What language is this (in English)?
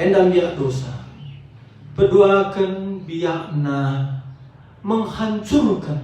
Batak Karo